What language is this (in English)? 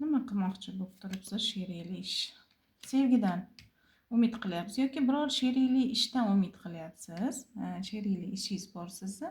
Uzbek